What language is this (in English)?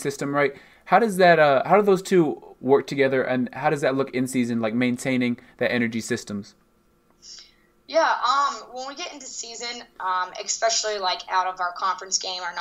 English